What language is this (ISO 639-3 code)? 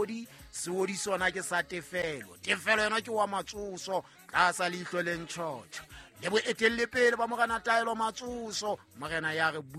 sot